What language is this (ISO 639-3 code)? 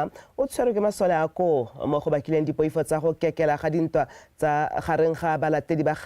tsn